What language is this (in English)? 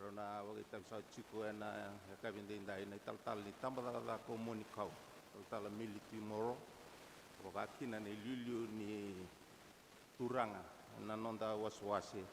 Fijian